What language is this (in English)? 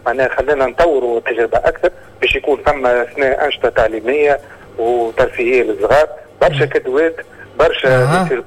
Tunisian Arabic